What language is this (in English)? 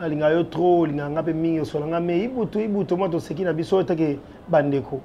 Lingala